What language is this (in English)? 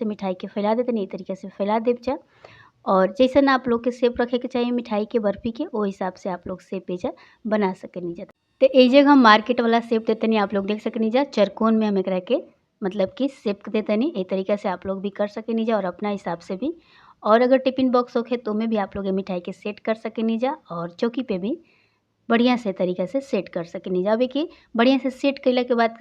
Bhojpuri